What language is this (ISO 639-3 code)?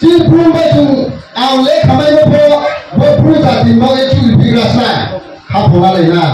ria